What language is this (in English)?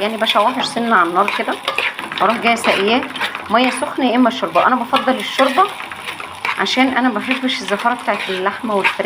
Egyptian Arabic